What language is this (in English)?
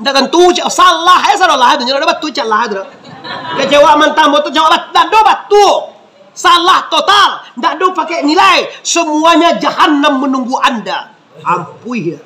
Minangkabau